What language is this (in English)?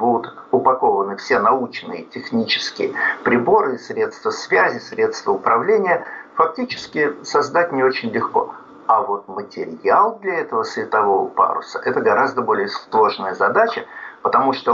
Russian